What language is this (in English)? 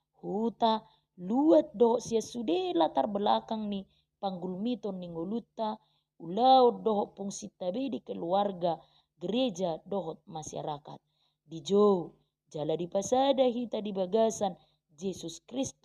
Batak Toba